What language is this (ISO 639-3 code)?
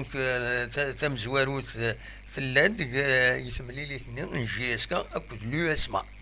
kab